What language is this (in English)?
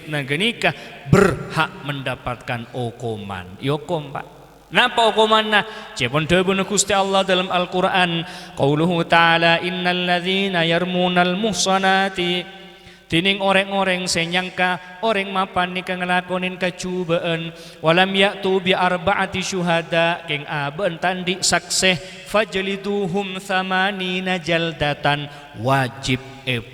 Madurese